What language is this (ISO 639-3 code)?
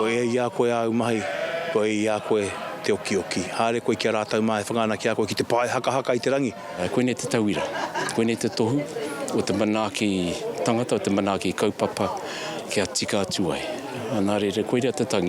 mri